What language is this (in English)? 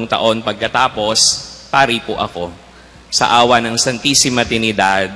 Filipino